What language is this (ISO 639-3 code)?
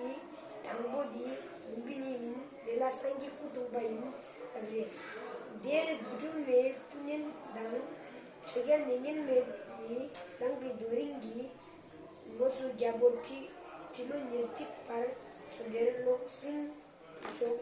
bod